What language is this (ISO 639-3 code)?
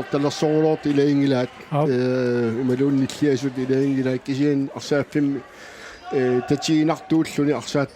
kal